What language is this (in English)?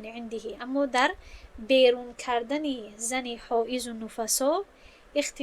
Tajik